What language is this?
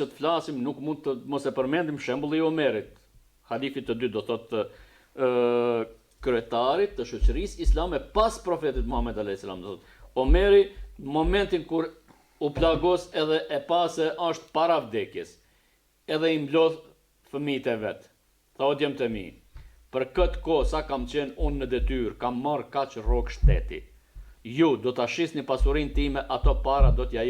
Albanian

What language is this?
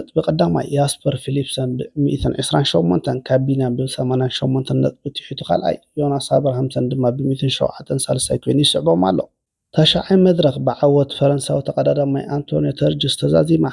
Tigrinya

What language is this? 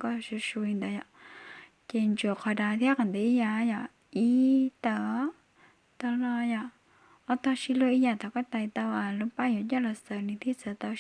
Hmong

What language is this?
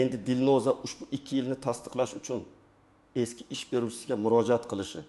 Uzbek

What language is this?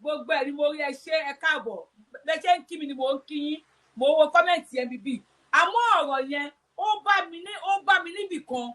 Yoruba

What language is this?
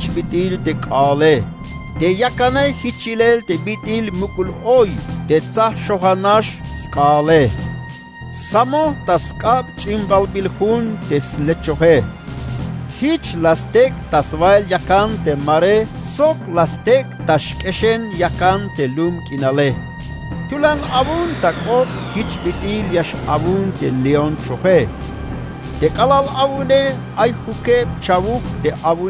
Tzeltal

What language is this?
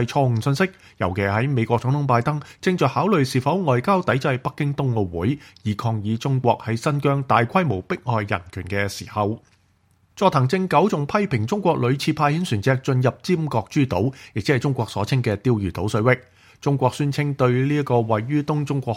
Cantonese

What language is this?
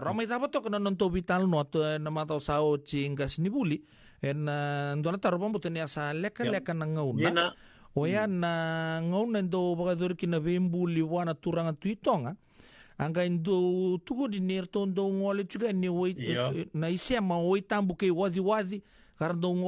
Fijian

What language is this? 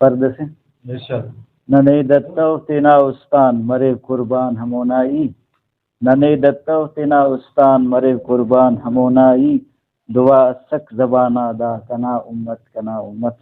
Brahui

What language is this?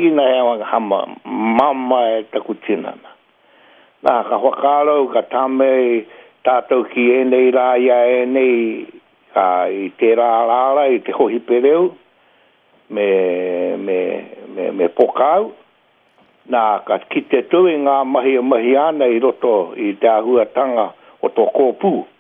Māori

